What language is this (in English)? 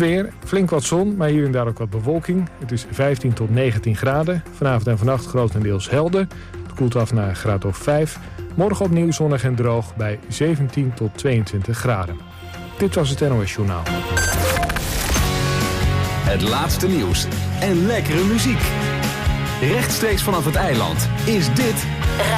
Dutch